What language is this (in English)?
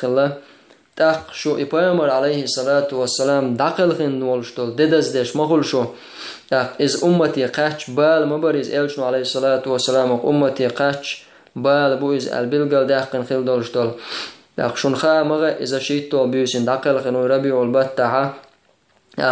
Chechen